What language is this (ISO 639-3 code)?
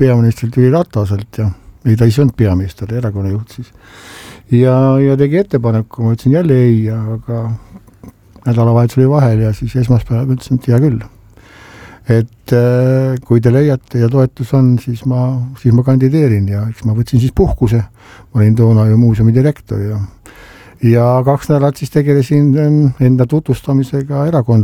est